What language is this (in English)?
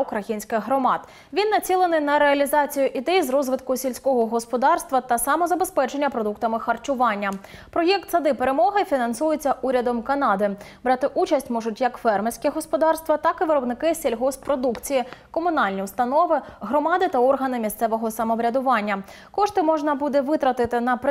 Ukrainian